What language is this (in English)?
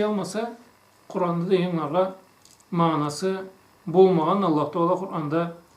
Karachay-Balkar